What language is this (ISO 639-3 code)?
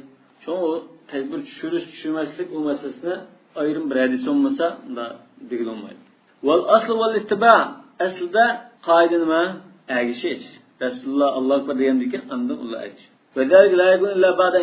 uig